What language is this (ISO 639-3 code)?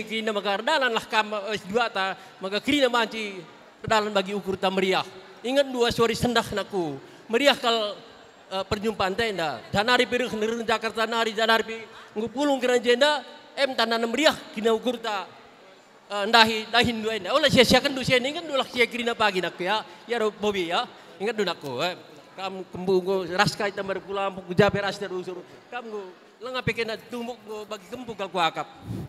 btx